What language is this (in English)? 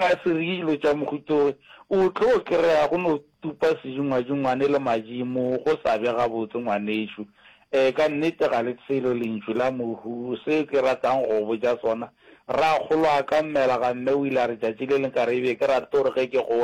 Northern Sotho